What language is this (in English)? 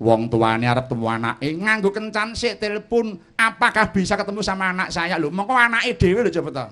Javanese